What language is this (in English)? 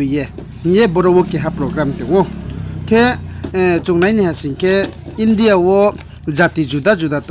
Riang (India)